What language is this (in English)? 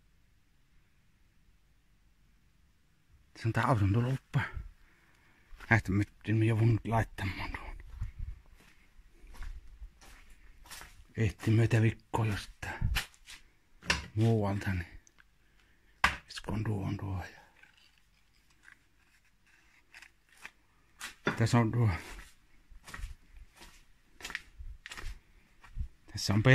Finnish